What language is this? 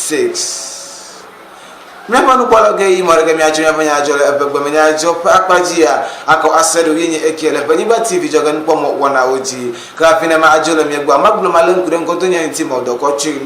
Ewe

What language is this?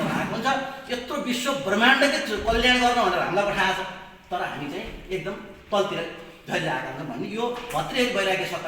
Nepali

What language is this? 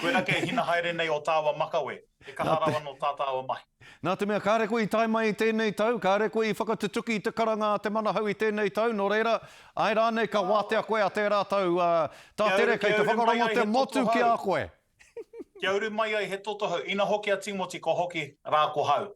Māori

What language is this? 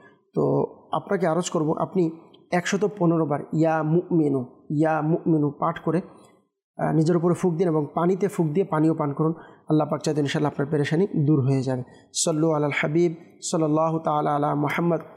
Bangla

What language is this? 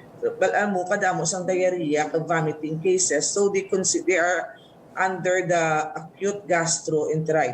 Hiligaynon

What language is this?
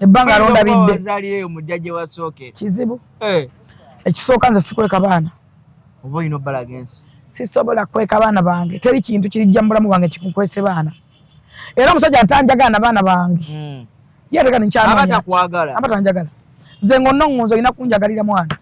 Ganda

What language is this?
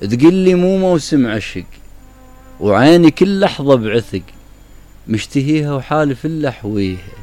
Mesopotamian Arabic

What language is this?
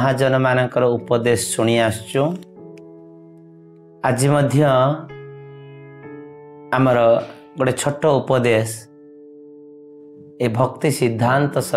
Odia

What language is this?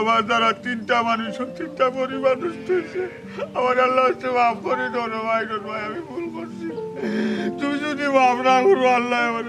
Sylheti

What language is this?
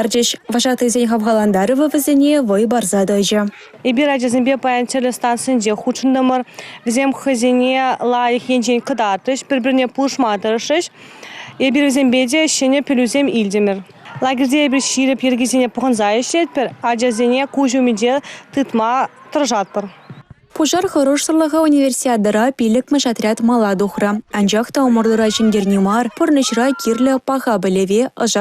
Chuvash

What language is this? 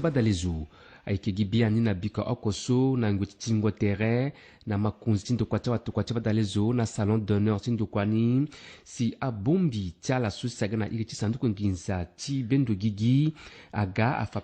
Sango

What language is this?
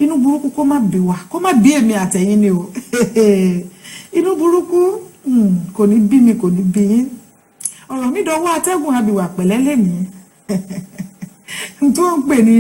Yoruba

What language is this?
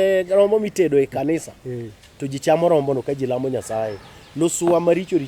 Luo (Kenya and Tanzania)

